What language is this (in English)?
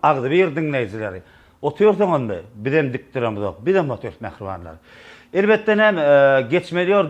Turkmen